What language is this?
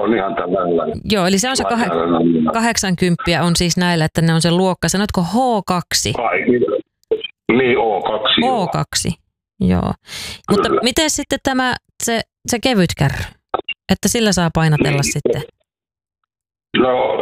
Finnish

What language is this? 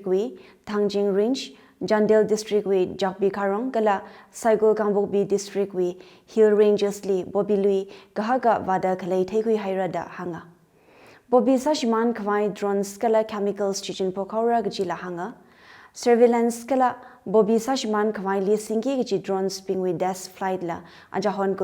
Tangkhul Naga (India)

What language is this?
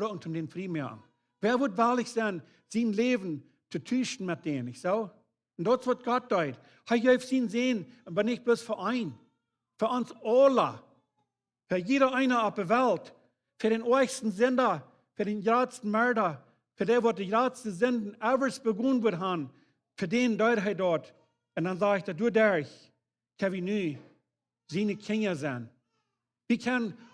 Plautdietsch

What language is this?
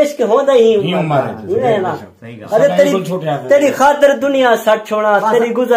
Saraiki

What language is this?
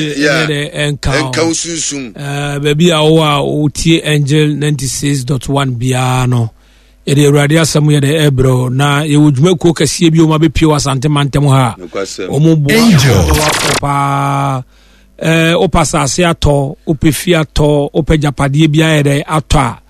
Akan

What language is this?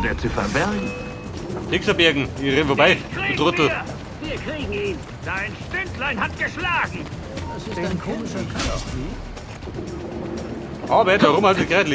Bavarian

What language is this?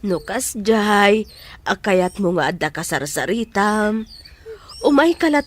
Iloko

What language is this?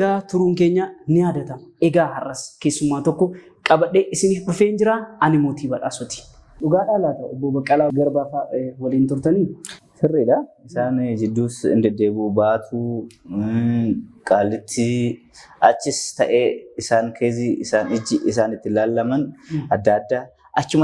Oromo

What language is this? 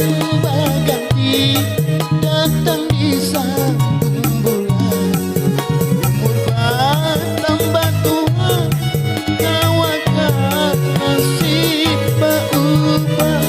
Banjar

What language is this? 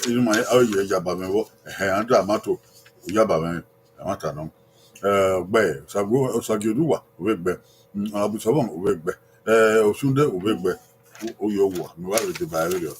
Bini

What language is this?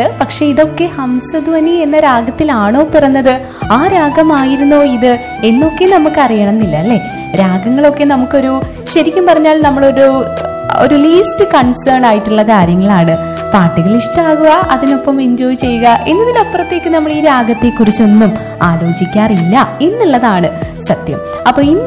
Malayalam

